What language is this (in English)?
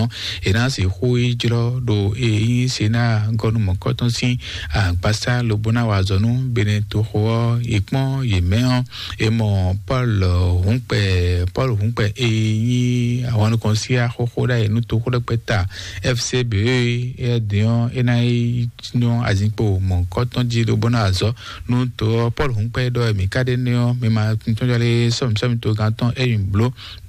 Fon